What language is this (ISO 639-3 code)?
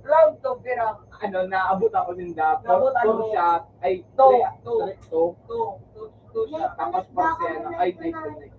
bik